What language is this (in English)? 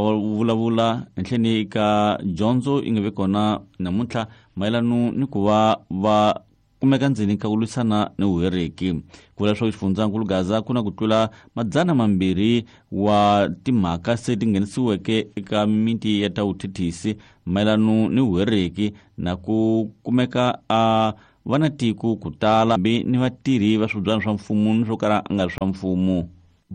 Tsonga